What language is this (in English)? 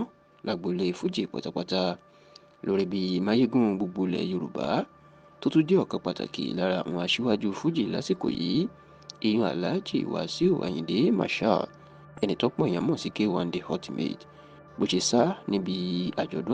Yoruba